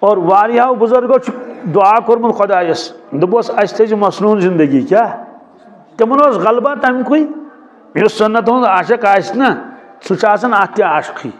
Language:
Kashmiri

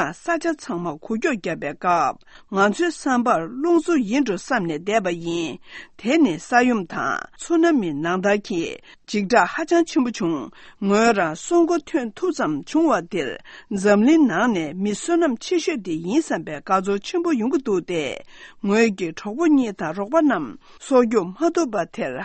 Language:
Tibetan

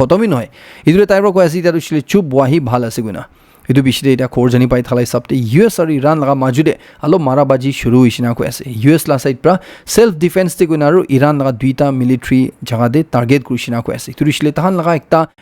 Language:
Naga Pidgin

